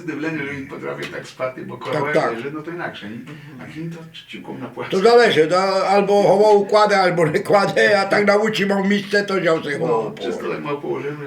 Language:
Rusyn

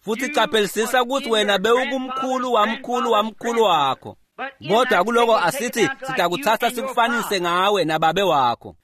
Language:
Swati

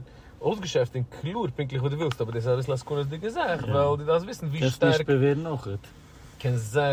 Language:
Yiddish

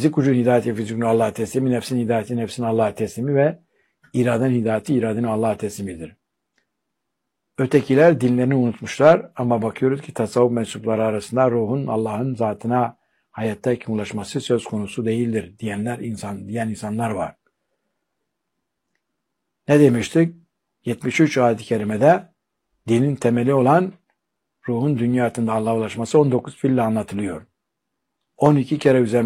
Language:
Turkish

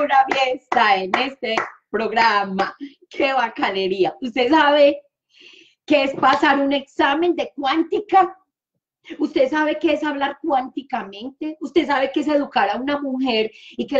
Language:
Spanish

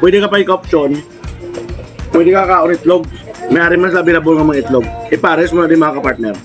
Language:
Hiligaynon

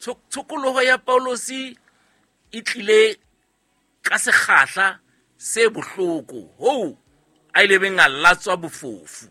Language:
Southern Sotho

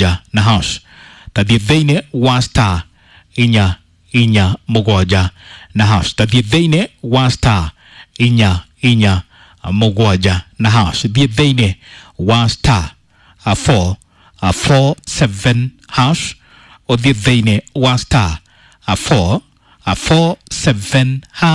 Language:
Kikuyu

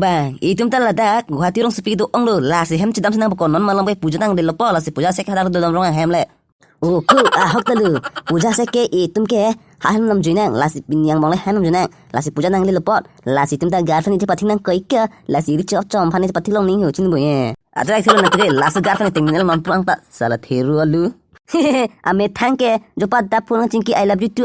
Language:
Karbi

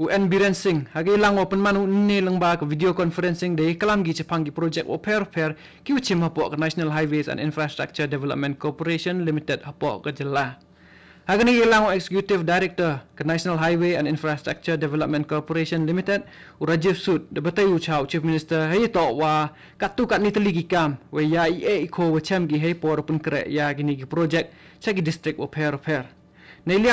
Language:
Khasi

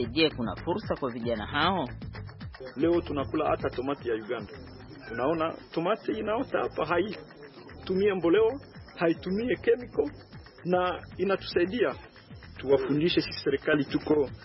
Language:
Swahili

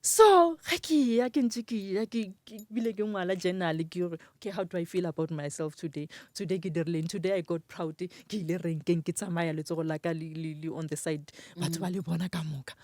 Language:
Northern Sotho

